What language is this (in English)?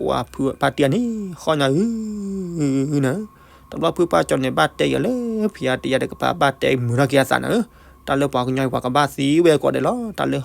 S'gaw Karen